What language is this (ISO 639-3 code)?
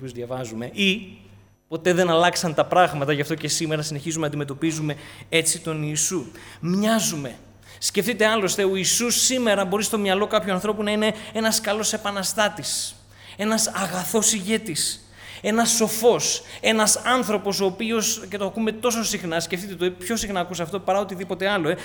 ell